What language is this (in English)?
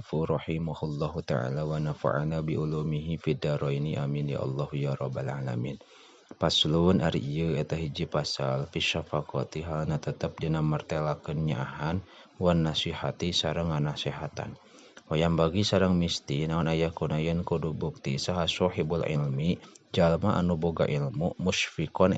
Sundanese